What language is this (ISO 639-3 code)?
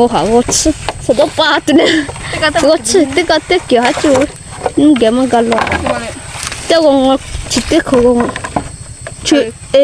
lhi